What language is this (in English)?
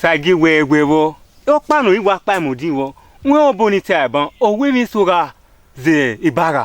Bini